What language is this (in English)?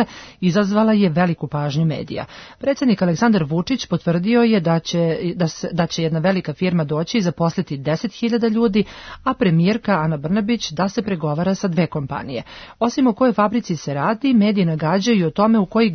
Serbian